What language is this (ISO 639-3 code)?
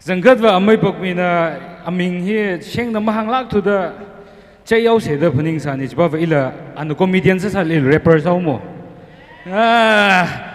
nmf